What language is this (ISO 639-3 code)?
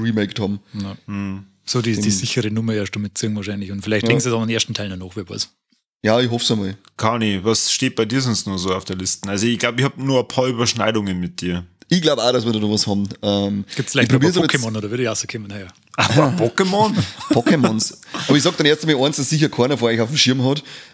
bar